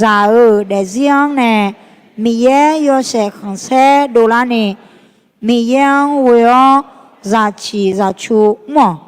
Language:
Akha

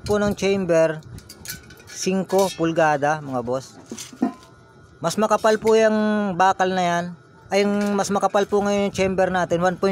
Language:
Filipino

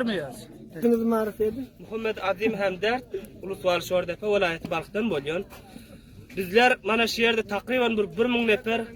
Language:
Turkmen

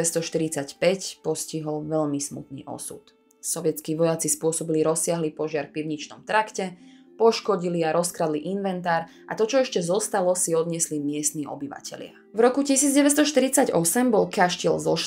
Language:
Slovak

